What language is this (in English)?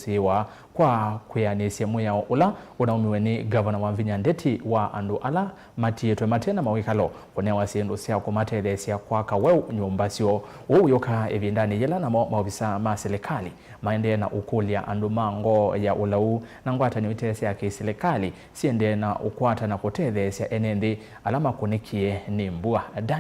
Kamba